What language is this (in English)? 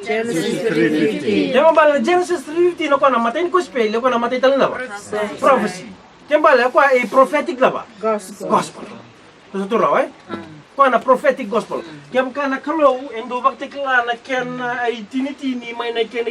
Fijian